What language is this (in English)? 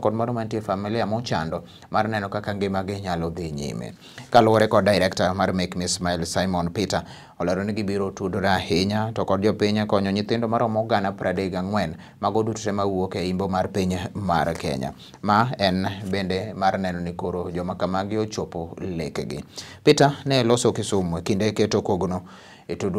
Luo (Kenya and Tanzania)